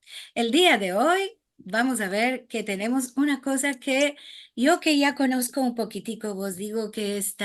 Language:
Ladino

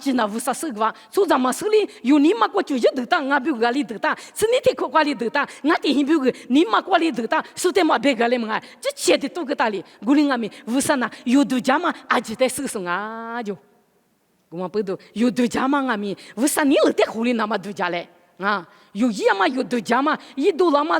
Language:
Lisu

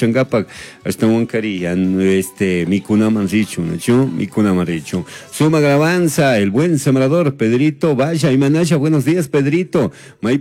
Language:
Chimborazo Highland Quichua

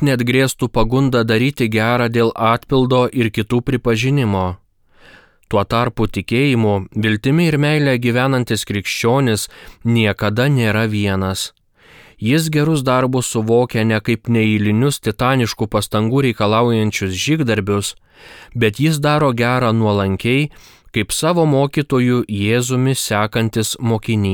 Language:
Lithuanian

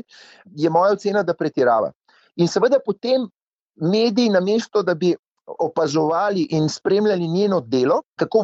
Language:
Slovenian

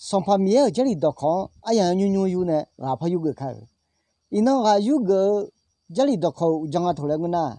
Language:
Akha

